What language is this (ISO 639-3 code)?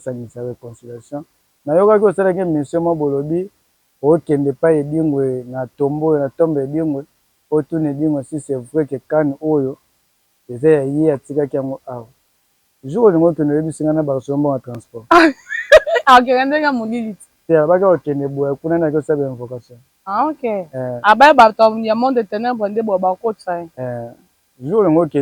lin